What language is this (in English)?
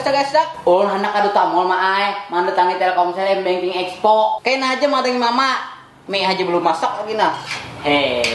Banjar